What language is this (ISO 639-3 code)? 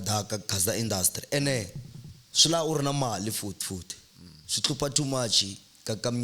tso